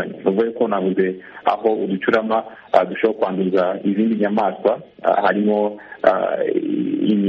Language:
Kinyarwanda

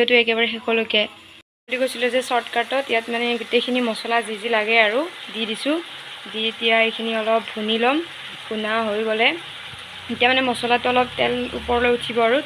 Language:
Assamese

